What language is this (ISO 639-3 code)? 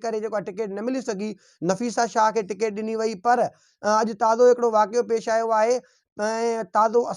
snd